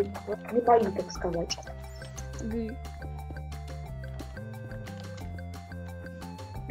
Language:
Russian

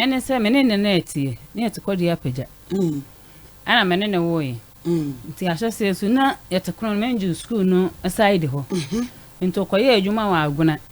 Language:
Akan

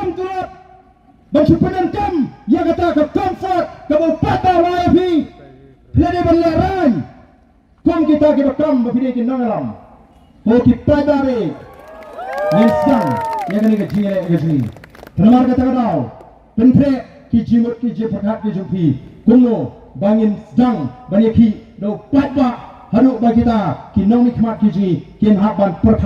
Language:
Khasi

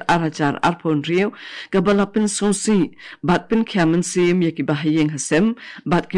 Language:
Khasi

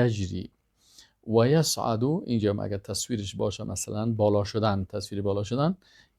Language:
Persian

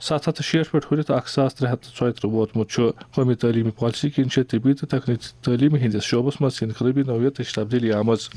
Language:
Kashmiri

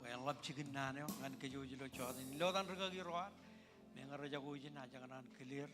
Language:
Marshallese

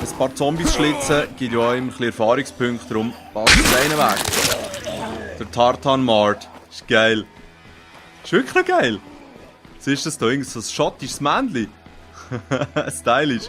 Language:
Swiss German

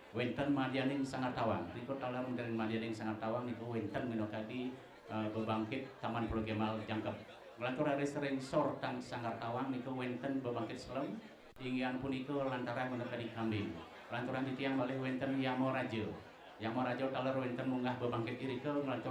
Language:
Balinese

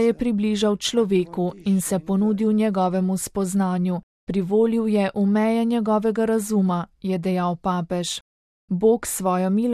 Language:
Slovenian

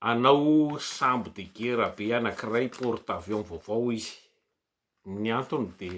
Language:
Malagasy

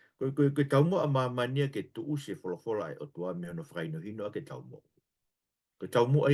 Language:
Tongan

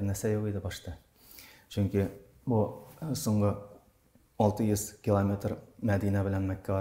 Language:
Tatar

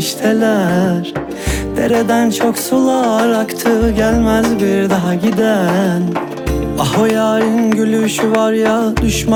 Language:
Turkish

